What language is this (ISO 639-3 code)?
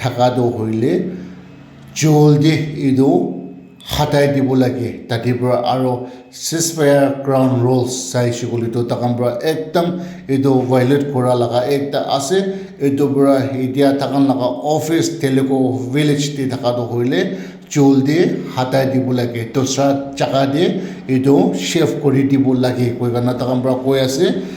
nag